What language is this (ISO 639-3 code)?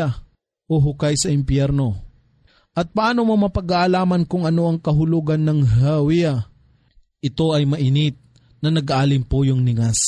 fil